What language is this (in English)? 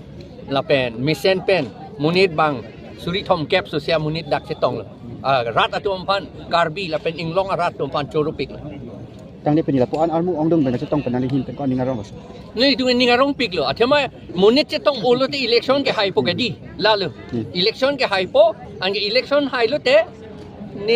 Karbi